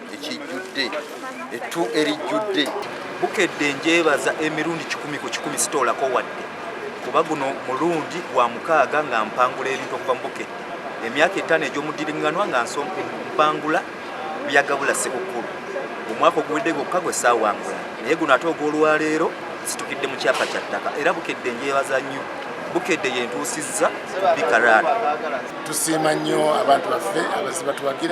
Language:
Ganda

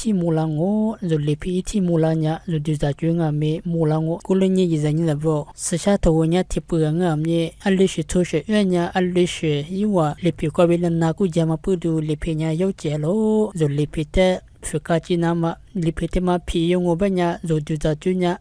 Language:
Lisu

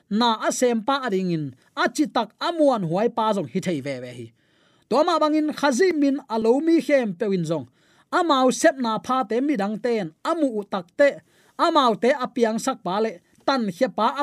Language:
Tedim Chin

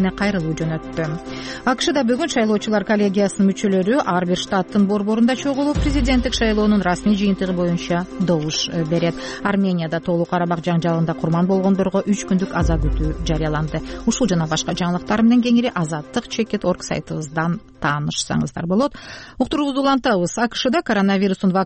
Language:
Kyrgyz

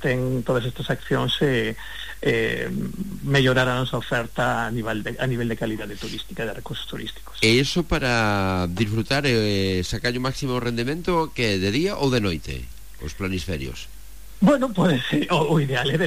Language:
Galician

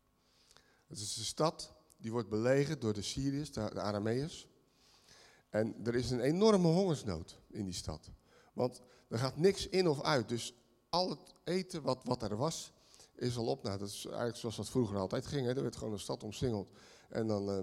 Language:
Dutch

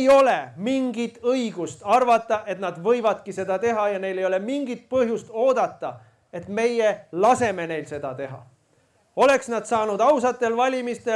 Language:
Estonian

